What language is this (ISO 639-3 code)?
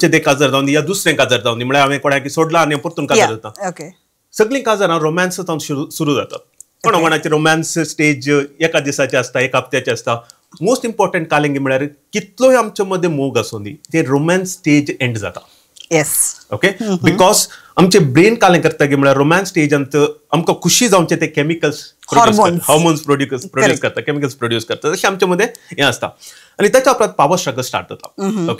kok